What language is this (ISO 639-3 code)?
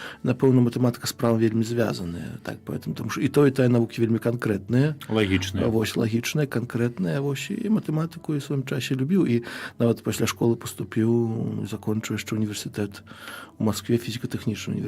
bel